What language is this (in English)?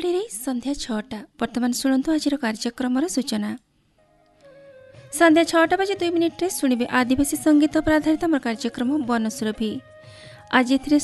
Odia